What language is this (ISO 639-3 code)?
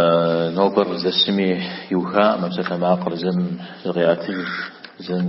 kbd